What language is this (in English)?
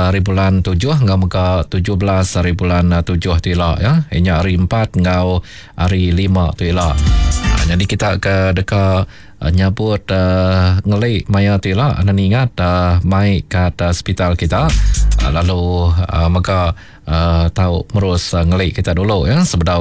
Iban